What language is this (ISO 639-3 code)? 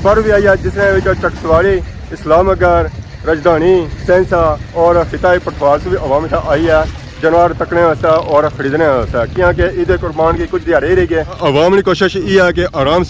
phr